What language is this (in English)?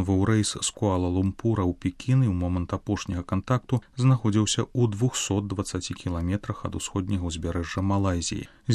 Belarusian